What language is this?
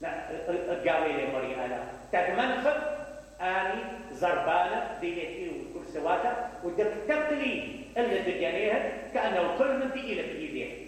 Mesopotamian Arabic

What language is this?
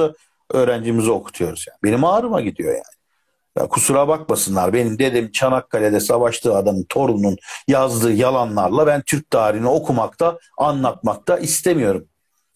Turkish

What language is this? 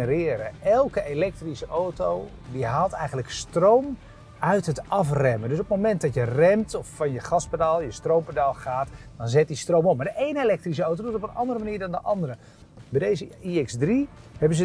Dutch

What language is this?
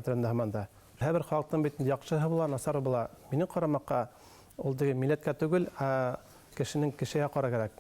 Bashkir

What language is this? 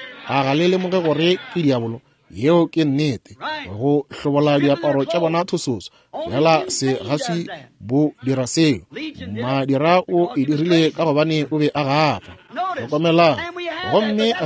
Northern Sotho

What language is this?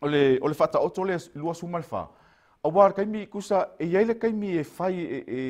Samoan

